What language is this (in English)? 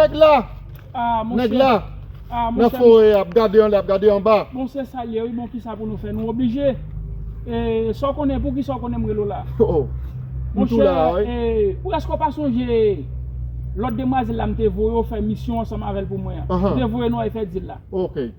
Haitian Creole